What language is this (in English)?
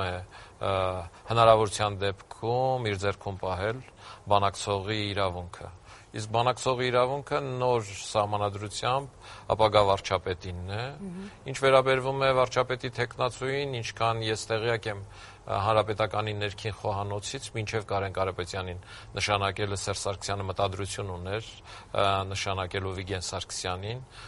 Armenian